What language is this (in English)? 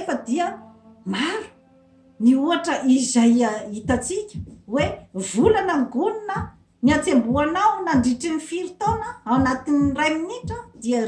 Malagasy